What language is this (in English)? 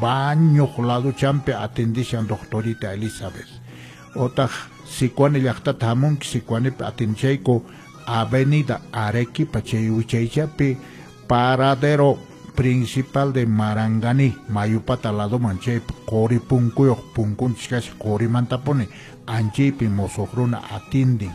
Quechua